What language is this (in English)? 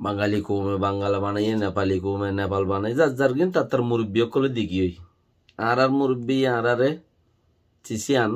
Rohingya